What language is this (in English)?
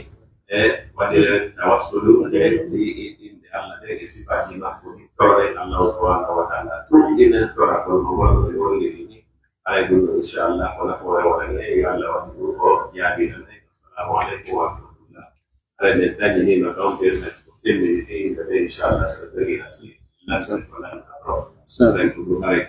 Pular